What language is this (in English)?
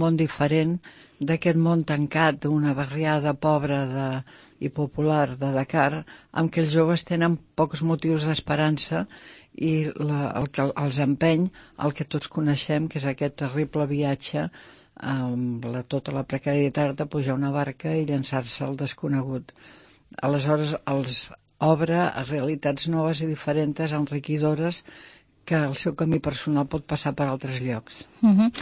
Catalan